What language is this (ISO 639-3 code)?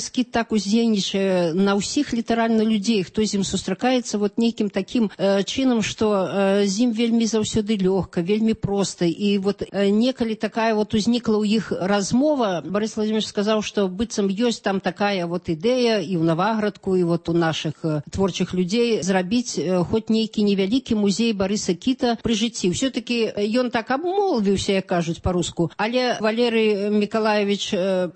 bel